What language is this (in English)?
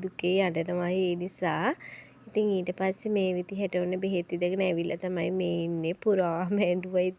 Sinhala